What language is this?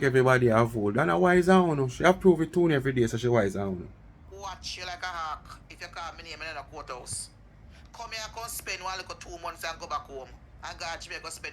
Jamaican Creole English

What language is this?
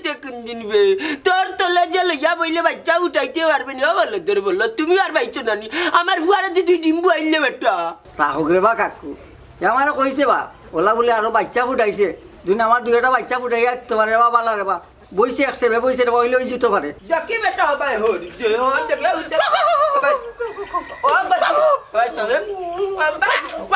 Sylheti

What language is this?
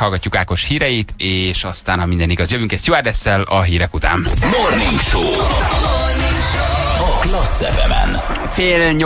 Hungarian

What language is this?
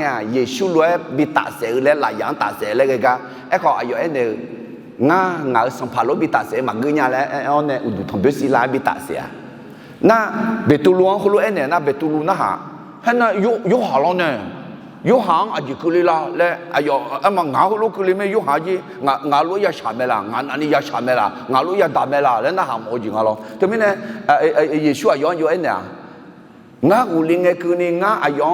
Akha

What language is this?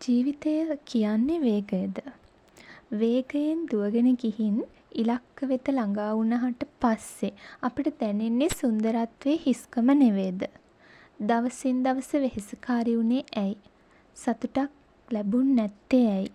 Sinhala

